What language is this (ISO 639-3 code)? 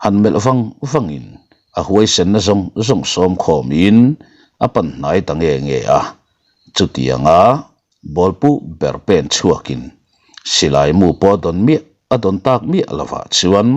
lus